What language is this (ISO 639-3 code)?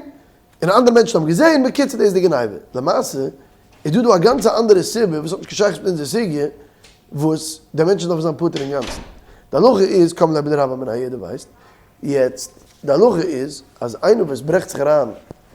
yid